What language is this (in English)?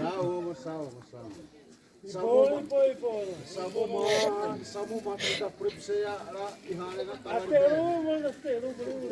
Xavánte